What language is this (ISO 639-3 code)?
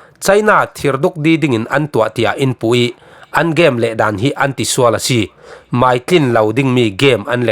cfm